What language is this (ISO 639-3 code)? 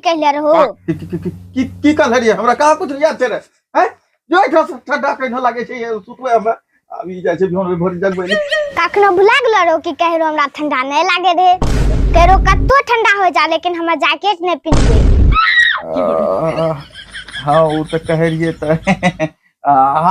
anp